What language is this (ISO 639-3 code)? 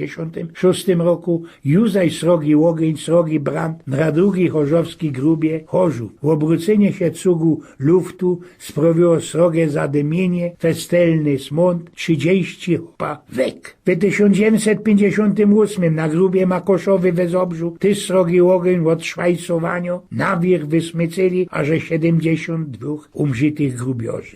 szl